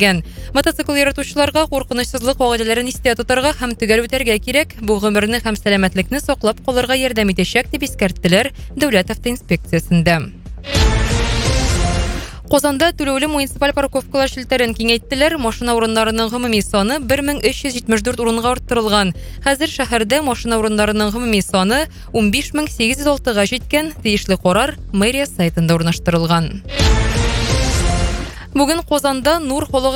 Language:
Tatar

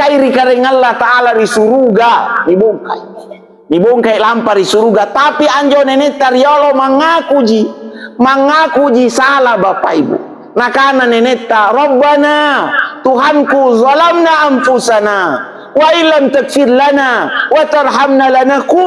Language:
Makasar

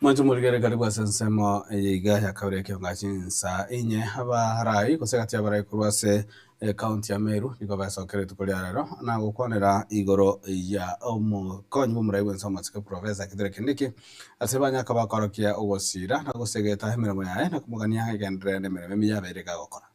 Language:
Gusii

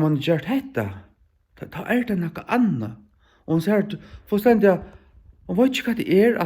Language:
Faroese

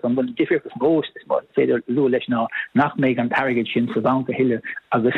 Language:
Irish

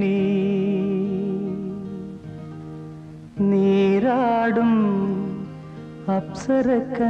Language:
Malayalam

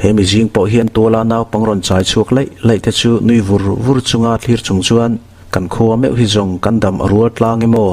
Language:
Mizo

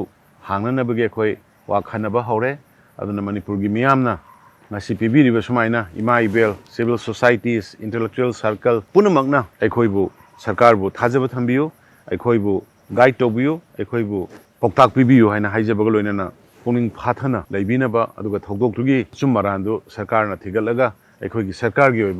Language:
Manipuri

